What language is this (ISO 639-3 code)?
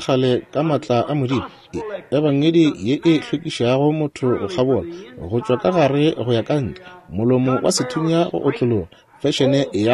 nso